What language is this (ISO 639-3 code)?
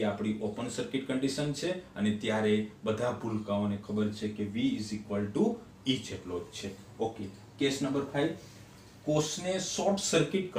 guj